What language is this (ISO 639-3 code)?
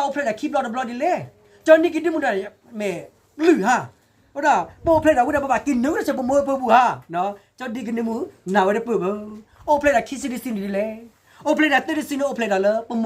ksw